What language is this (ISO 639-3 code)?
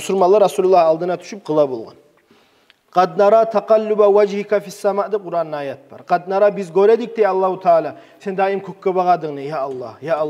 kum